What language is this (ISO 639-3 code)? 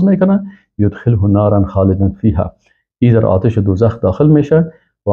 fas